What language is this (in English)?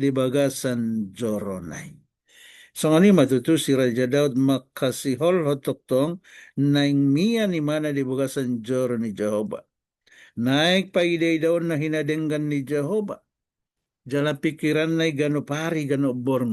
Batak Toba